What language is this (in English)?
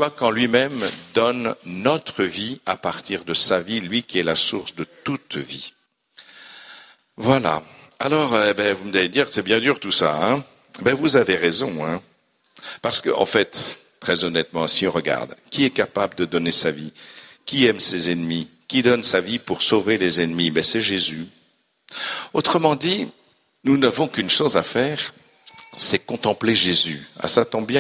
French